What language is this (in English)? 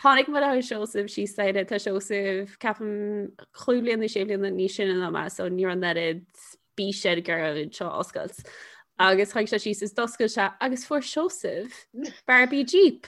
Irish